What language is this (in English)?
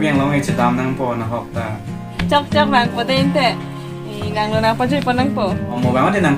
Karbi